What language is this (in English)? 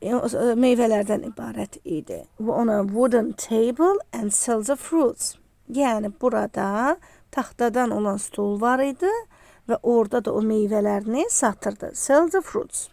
Azerbaijani